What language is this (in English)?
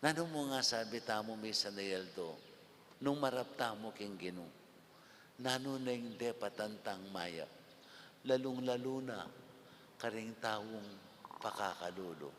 Pampanga